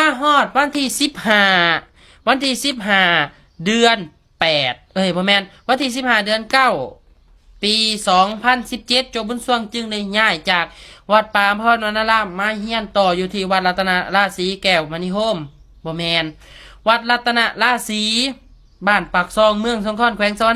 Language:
Lao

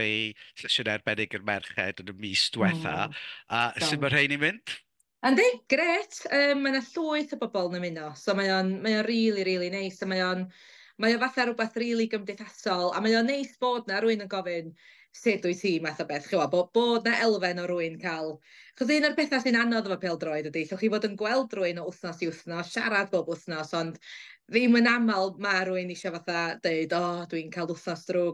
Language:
Welsh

